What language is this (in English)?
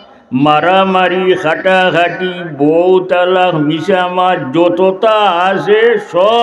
Sylheti